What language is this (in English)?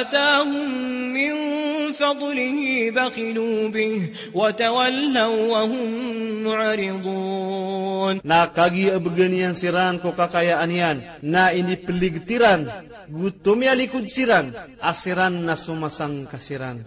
Maranao